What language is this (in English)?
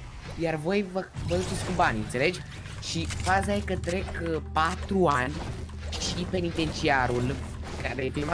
Romanian